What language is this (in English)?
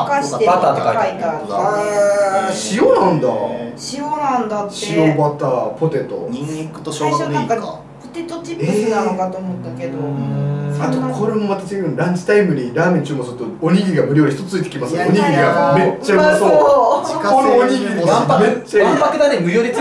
Japanese